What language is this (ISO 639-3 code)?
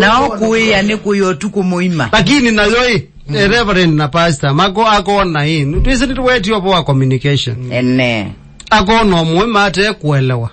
kam